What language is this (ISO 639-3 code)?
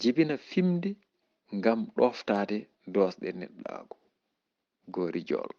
ful